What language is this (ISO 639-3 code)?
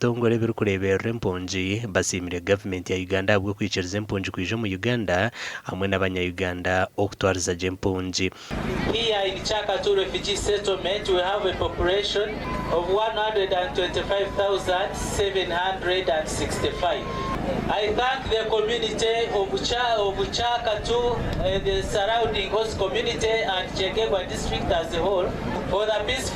nyn